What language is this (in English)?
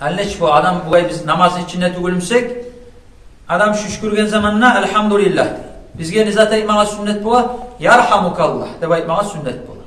Kumyk